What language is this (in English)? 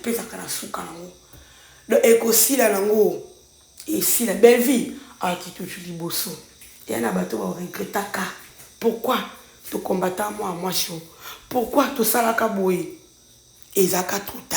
Lingala